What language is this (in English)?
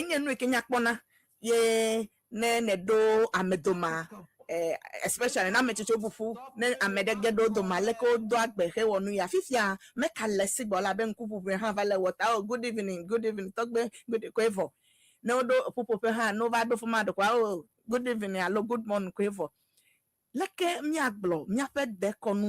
Ewe